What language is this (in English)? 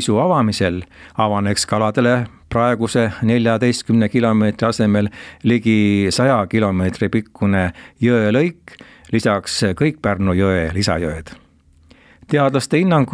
Estonian